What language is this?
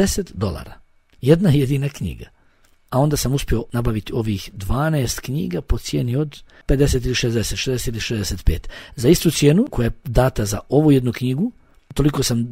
Bosnian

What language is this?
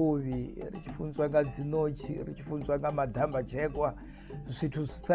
Venda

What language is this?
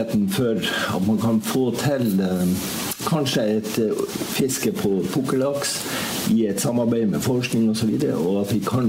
Norwegian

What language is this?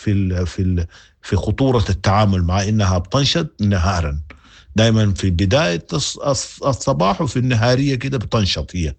Sudanese Arabic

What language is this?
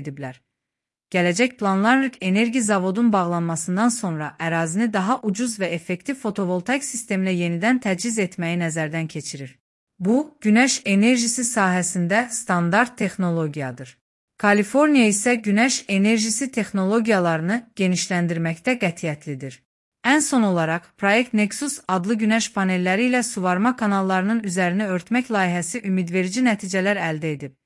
Azerbaijani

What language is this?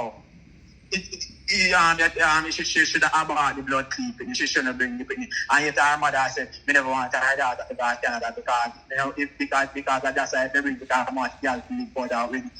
Jamaican Creole English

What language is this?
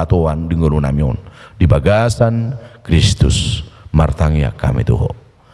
Batak Toba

